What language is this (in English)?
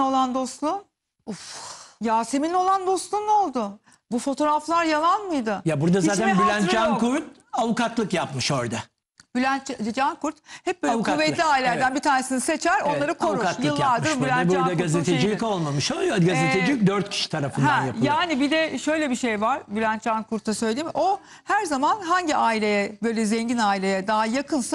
Turkish